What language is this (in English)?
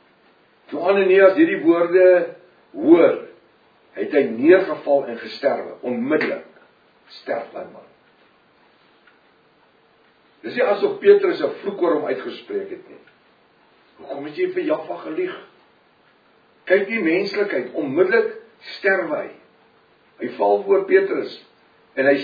Afrikaans